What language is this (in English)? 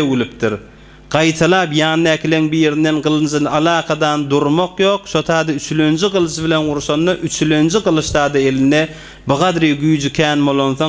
Turkmen